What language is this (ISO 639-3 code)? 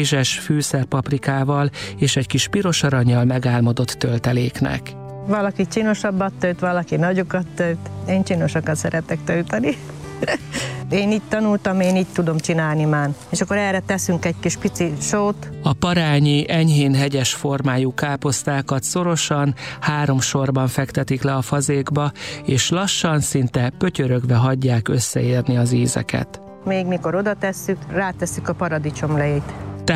hun